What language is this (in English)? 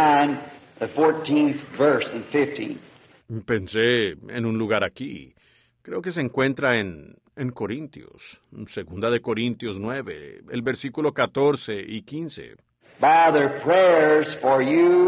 Spanish